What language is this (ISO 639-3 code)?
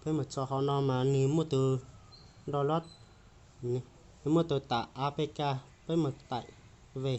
hmn